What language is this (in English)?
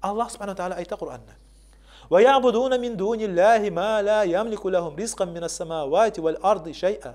Kumyk